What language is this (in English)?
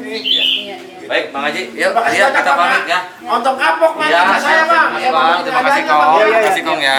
Betawi